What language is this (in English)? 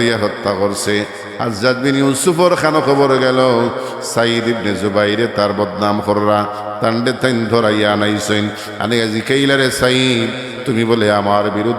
Sylheti